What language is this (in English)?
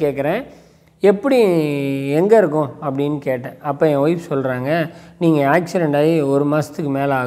Tamil